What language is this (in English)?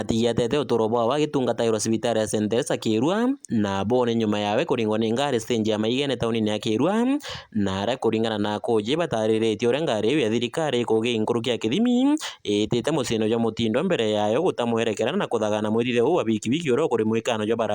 Meru